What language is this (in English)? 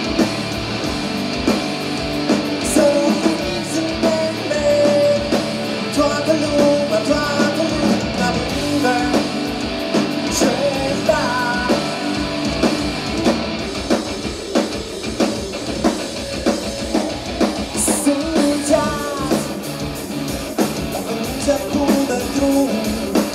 Romanian